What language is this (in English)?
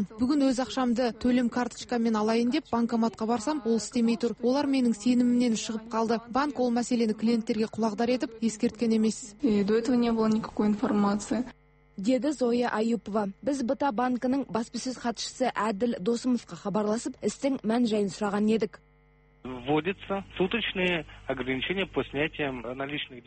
Kazakh